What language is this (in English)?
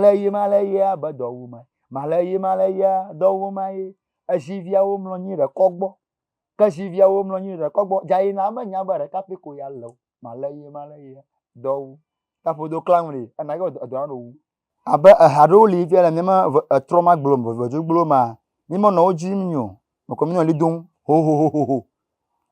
Ewe